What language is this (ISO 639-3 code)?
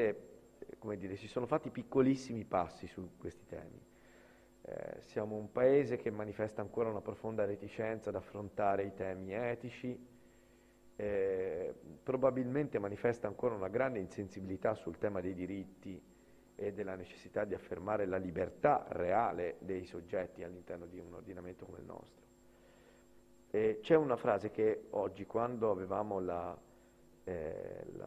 ita